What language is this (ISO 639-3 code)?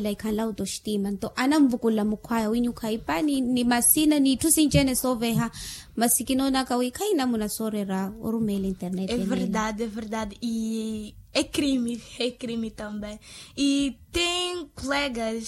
vmw